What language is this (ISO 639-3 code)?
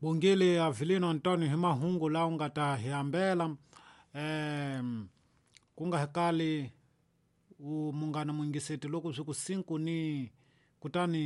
tso